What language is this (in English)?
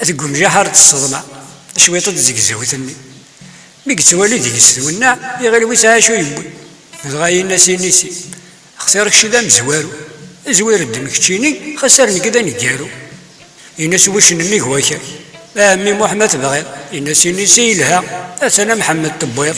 Kabyle